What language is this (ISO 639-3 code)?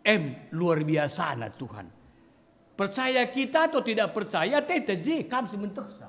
btx